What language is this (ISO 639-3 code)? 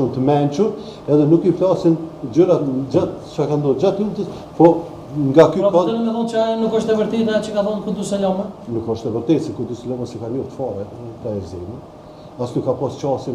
sqi